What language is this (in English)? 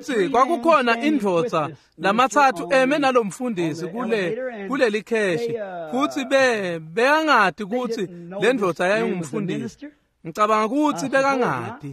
Swati